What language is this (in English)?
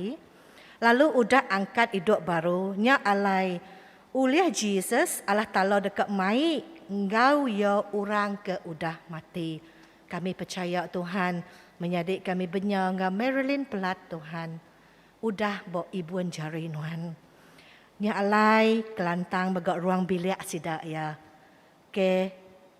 Iban